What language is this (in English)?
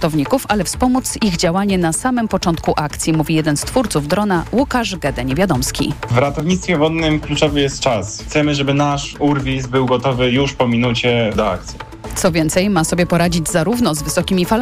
Polish